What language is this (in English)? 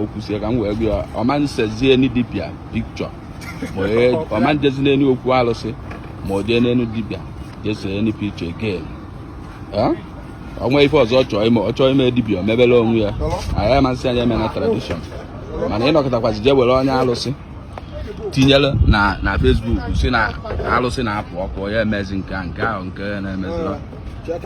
Igbo